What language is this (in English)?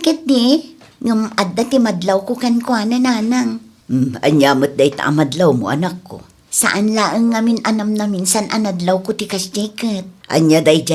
Iloko